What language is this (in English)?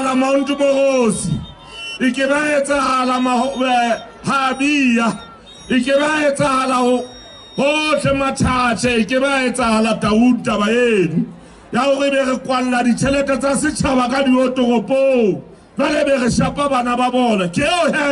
Southern Sotho